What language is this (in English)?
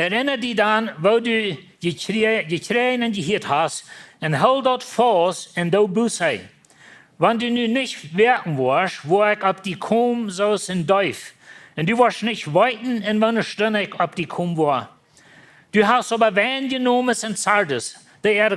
Plautdietsch